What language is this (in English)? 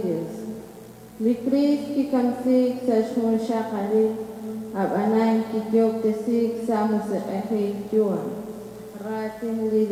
Kekchí